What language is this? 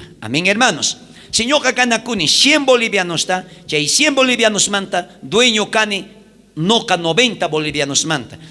South Bolivian Quechua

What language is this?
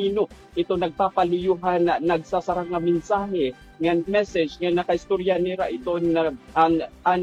Waray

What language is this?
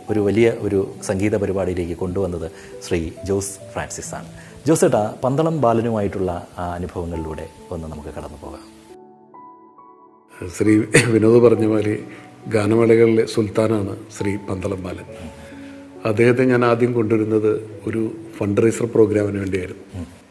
Malayalam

